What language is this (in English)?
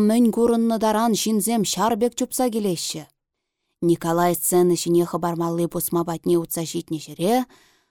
Chuvash